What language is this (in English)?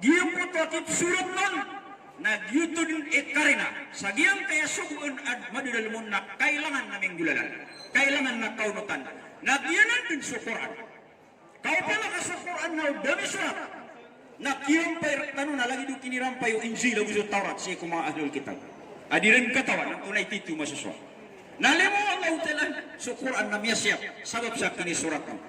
Maranao